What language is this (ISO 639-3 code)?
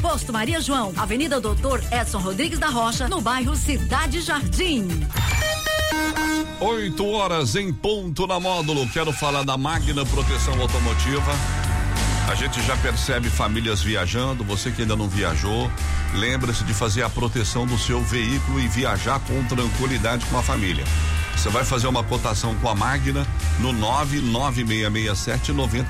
por